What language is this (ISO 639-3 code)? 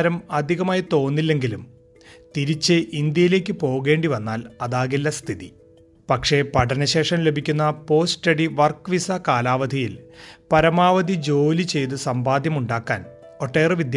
mal